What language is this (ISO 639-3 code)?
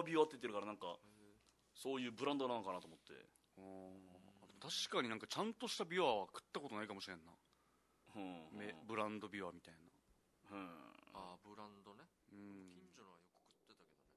jpn